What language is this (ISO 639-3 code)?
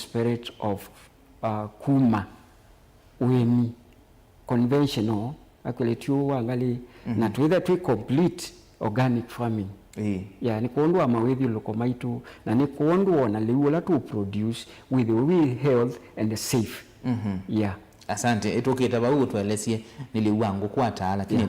kam